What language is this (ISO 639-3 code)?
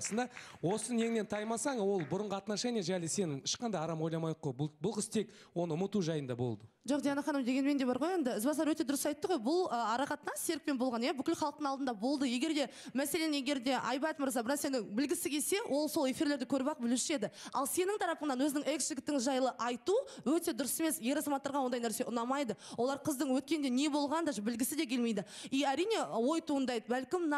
kaz